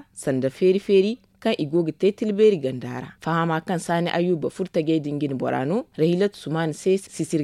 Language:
Zarma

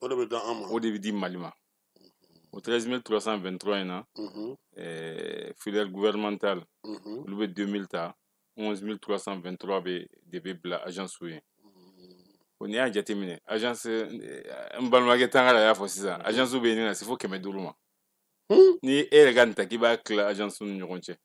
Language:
Bambara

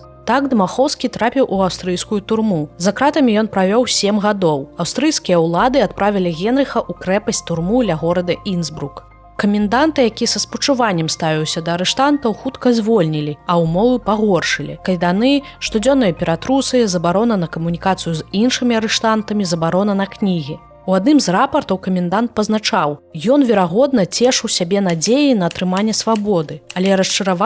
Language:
Belarusian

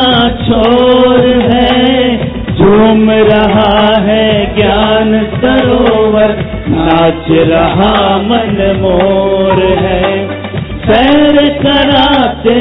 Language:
Hindi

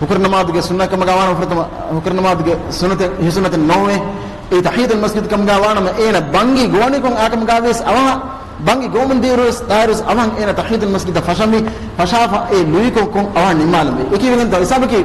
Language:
Divehi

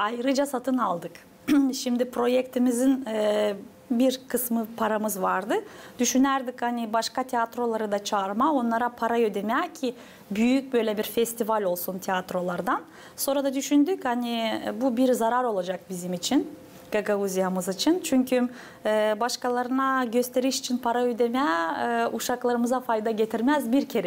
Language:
Gagauz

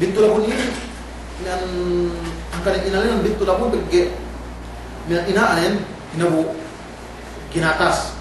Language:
Yakan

